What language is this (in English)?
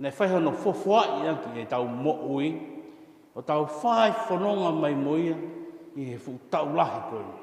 Tongan